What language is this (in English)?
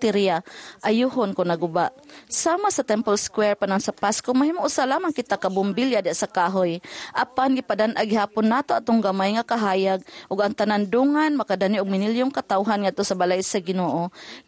Cebuano